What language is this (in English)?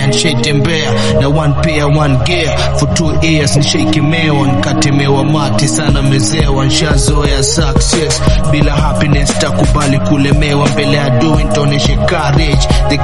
Swahili